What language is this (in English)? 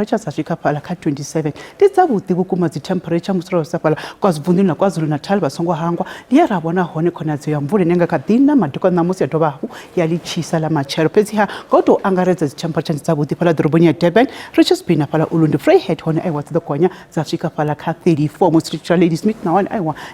Venda